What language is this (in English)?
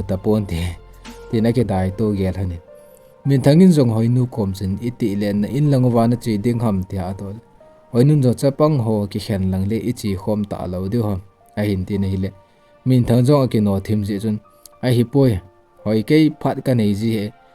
Thado Chin